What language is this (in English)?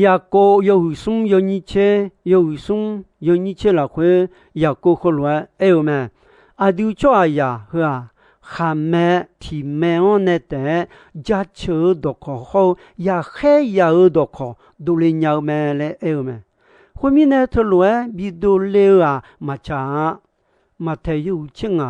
Akha